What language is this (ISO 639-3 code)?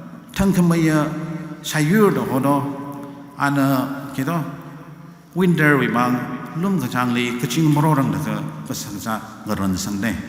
nmf